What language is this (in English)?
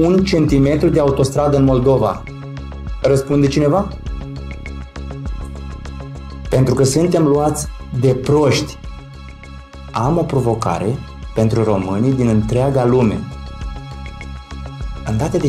Romanian